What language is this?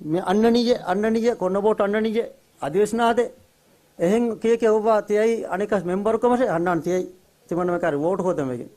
Divehi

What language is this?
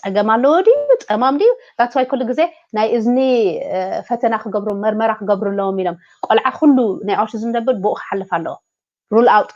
Tigrinya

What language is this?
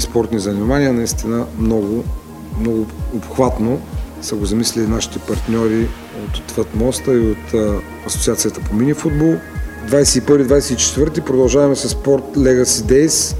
Bulgarian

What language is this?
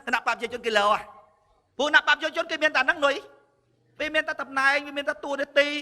Khmer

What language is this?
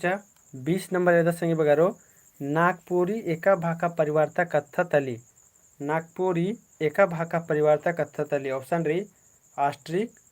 Kurukh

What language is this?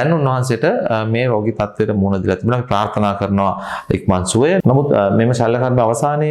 Sinhala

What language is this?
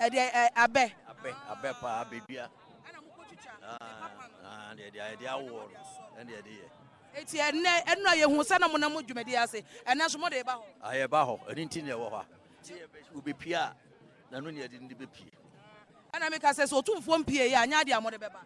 Akan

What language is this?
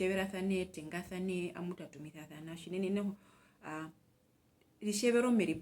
Herero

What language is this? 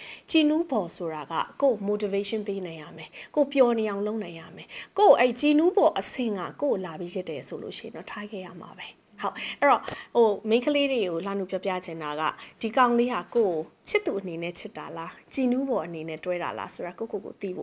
Burmese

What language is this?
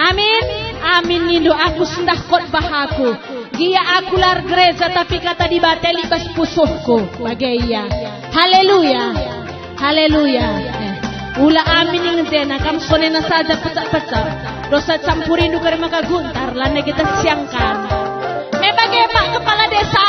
Batak Karo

